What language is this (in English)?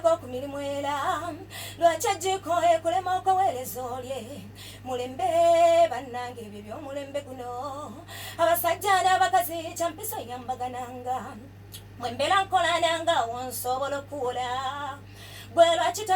Ganda